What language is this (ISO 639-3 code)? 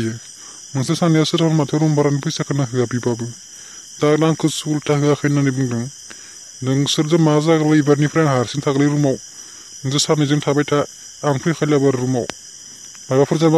brx